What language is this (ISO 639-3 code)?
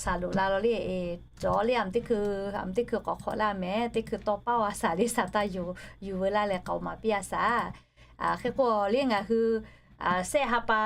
lhu